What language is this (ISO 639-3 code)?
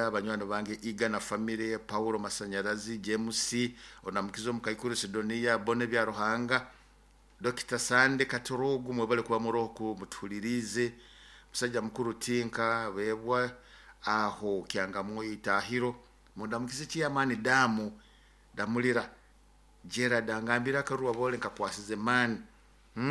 nyo